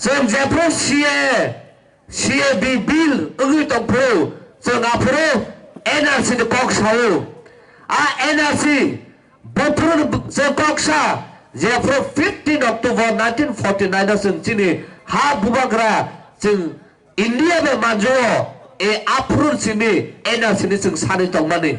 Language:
Kok Borok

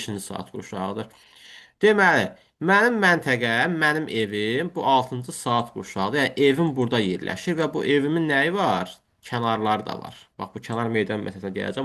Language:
Azerbaijani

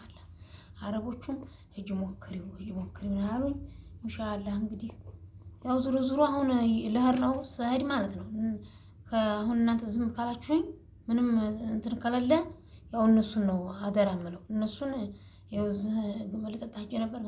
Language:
Amharic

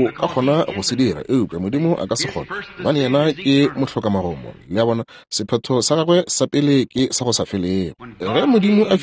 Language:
Northern Sotho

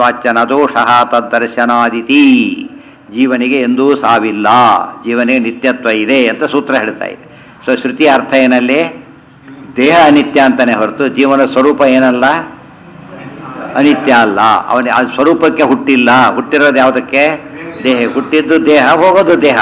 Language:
Kannada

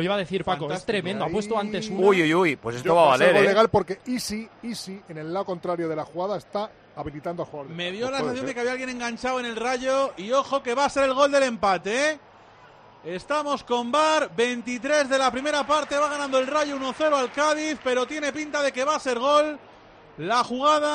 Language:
Spanish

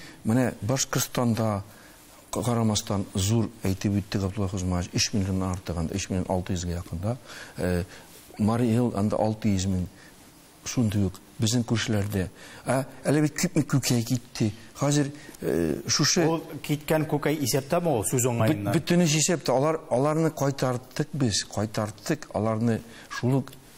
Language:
Tatar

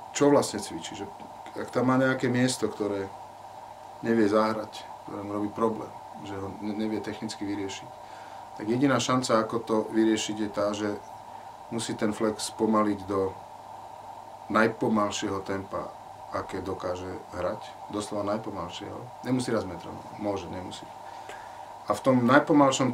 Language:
Slovak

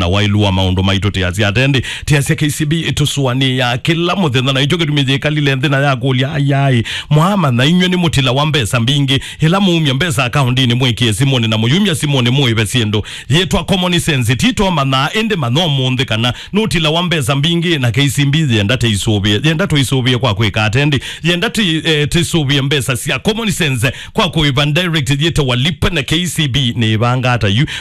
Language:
Kamba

